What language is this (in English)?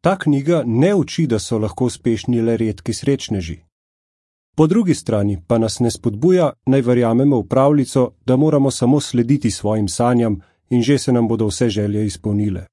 Slovenian